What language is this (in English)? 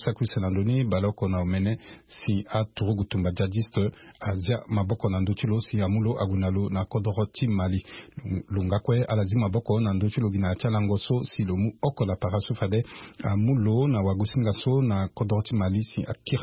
Sango